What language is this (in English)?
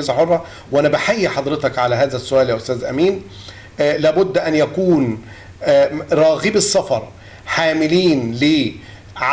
Egyptian Arabic